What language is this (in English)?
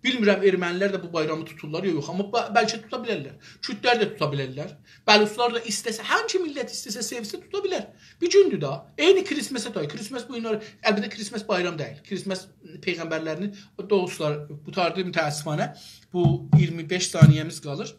South Azerbaijani